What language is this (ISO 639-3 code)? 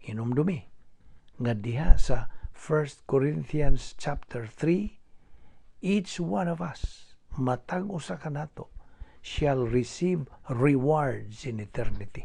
ceb